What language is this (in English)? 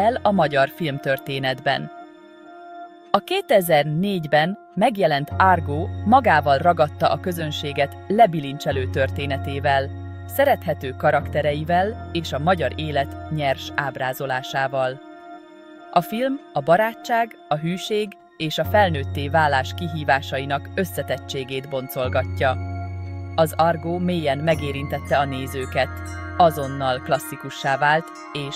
Hungarian